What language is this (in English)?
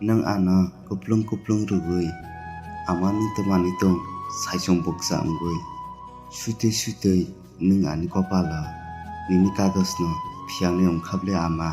Kok Borok